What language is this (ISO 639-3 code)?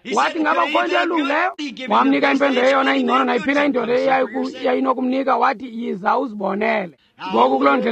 xho